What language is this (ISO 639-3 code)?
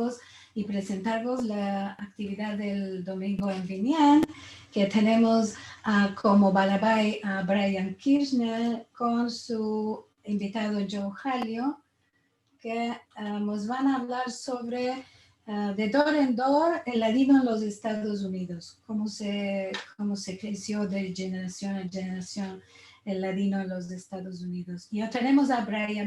lad